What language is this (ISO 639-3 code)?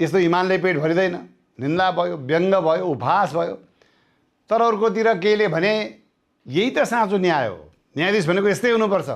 nep